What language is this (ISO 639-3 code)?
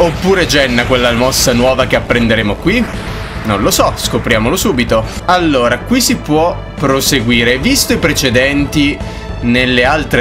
ita